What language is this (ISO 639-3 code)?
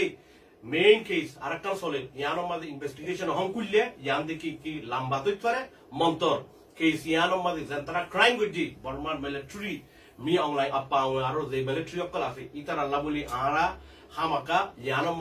rhg